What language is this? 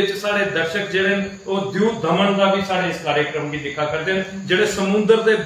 Dogri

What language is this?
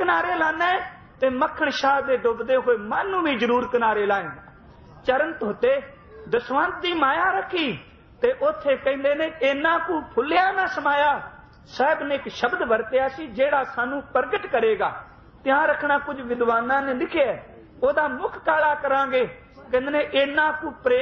Punjabi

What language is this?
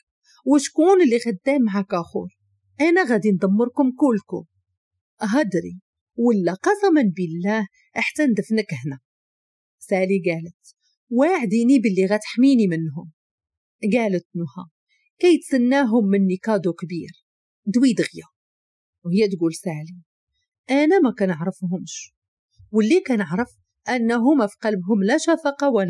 Moroccan Arabic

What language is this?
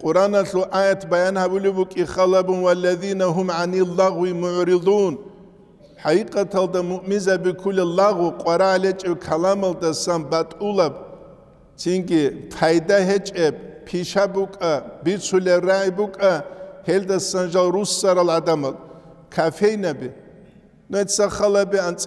Avaric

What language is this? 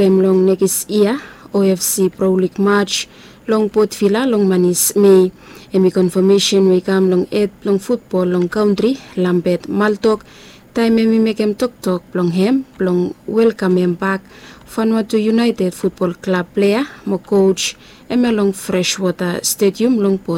Bislama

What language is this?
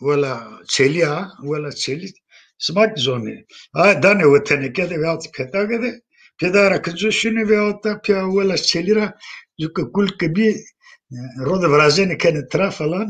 Zaza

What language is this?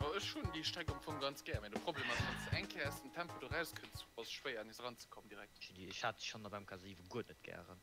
Luxembourgish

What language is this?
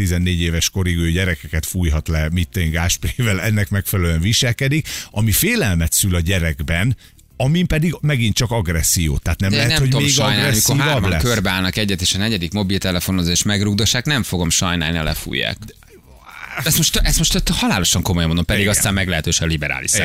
Hungarian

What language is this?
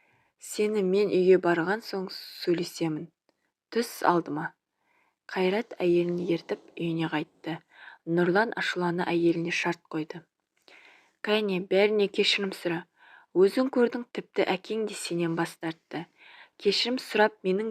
Kazakh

